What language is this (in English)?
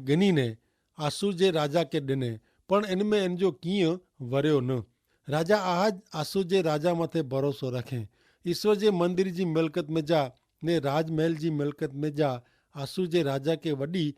Kachhi